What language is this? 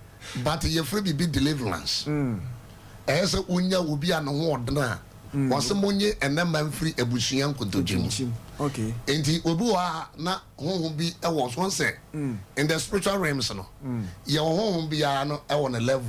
Akan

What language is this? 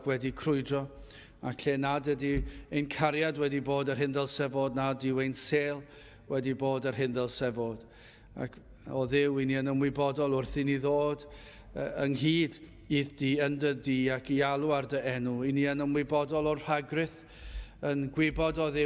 Welsh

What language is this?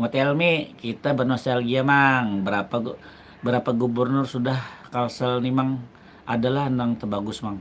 Banjar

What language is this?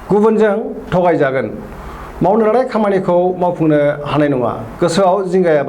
Bodo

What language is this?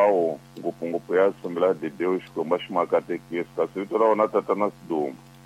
Tsonga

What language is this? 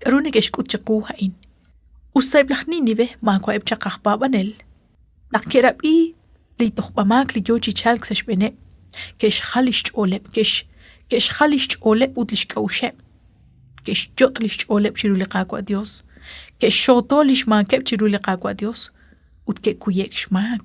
Kekchí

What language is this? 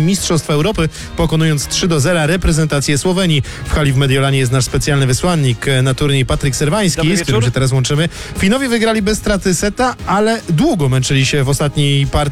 Polish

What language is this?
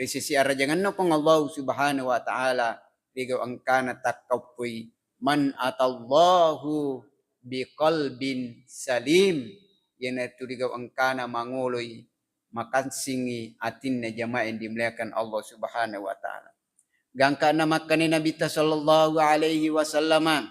Buginese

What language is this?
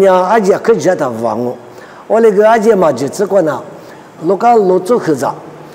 Lisu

